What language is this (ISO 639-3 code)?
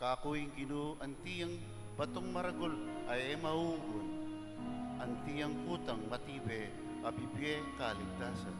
pam